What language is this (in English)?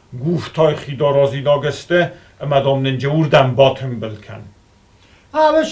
Ossetic